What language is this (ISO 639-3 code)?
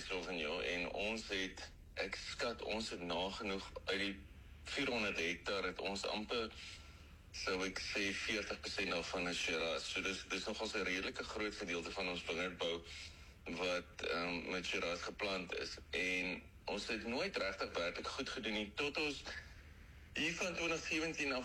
afr